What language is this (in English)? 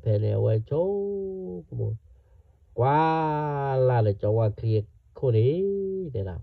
S'gaw Karen